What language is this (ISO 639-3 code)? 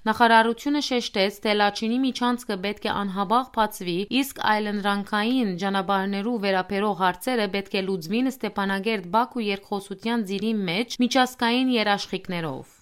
hyw